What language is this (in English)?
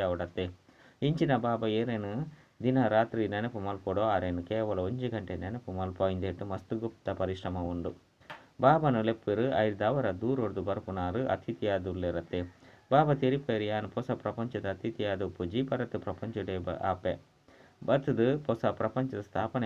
Tulu